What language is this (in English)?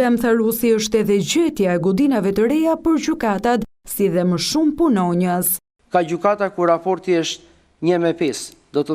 Albanian